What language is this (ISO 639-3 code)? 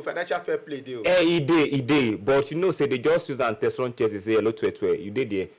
pcm